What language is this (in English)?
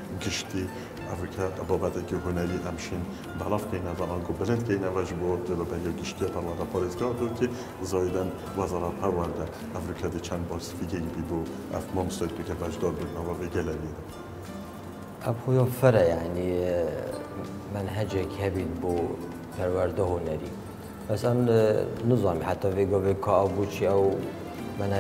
Kurdish